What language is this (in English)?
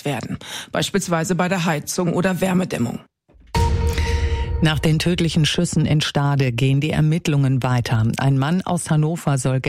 German